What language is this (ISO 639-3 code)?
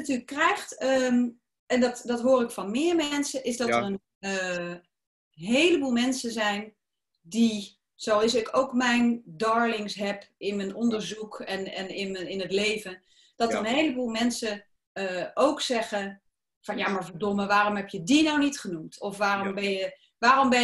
nld